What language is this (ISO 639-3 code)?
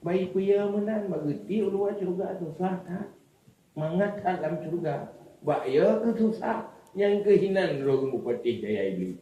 ace